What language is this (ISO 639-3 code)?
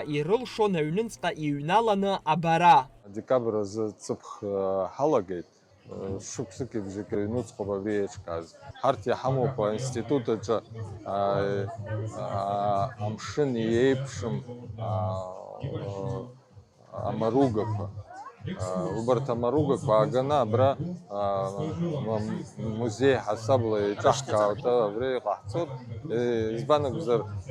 abk